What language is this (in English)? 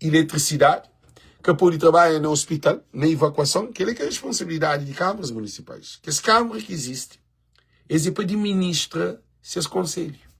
Kabuverdianu